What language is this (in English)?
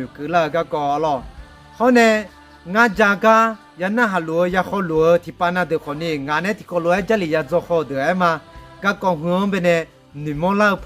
Akha